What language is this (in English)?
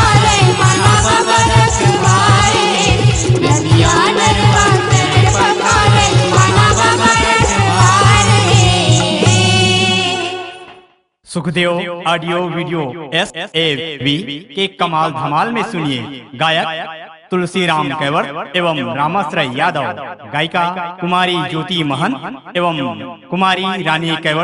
Chhattisgarhi